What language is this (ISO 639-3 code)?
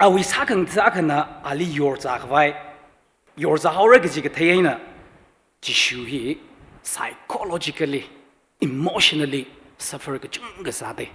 nmf